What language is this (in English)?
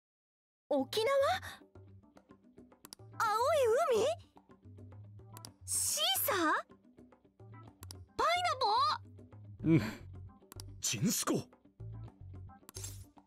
Japanese